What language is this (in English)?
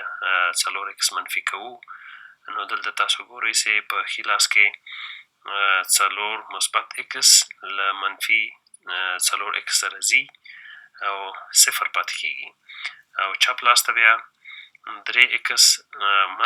Pashto